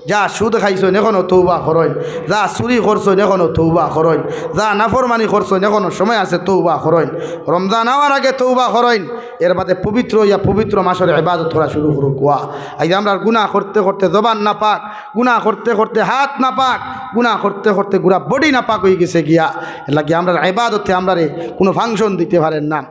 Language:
Sylheti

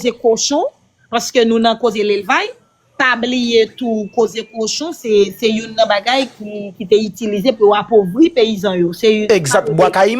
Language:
Haitian Creole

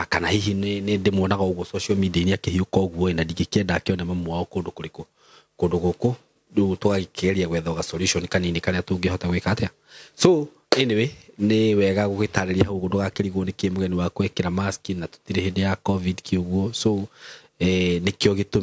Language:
Kikuyu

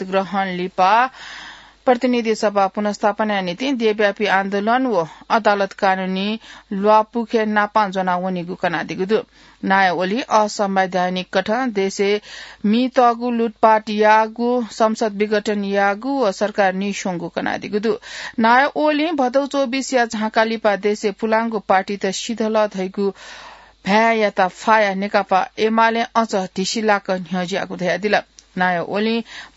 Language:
Newari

